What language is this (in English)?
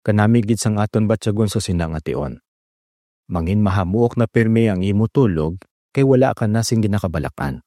Hiligaynon